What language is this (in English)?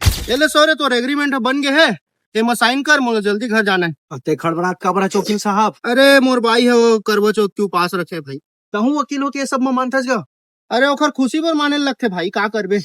Chhattisgarhi